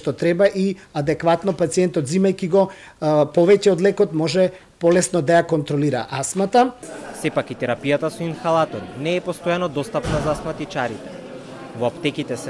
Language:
Macedonian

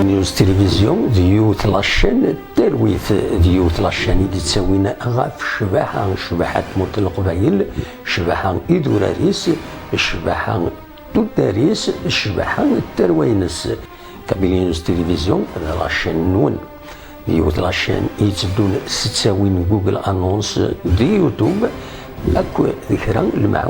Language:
Kabyle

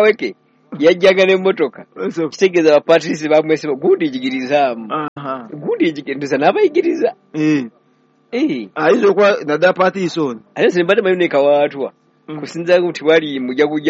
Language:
Ganda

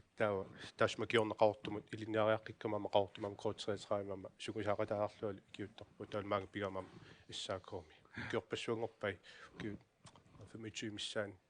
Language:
Kalaallisut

